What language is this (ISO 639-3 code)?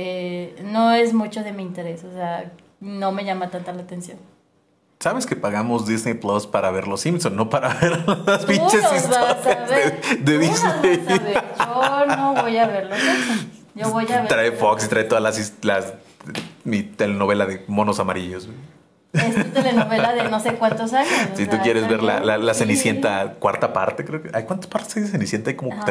spa